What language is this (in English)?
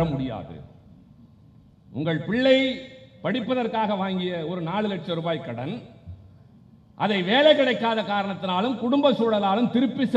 Tamil